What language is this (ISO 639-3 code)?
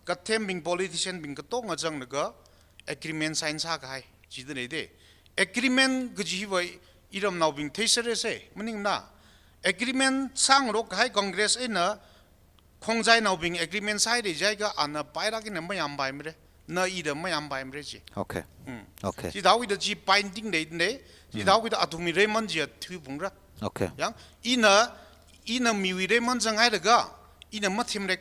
nmf